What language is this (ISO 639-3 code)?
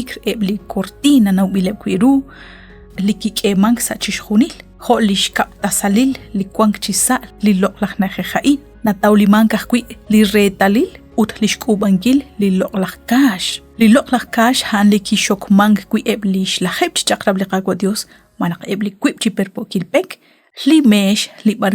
kek